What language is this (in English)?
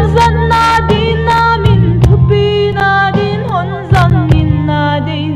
Paite Chin